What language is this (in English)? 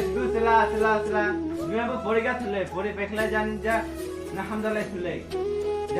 Kok Borok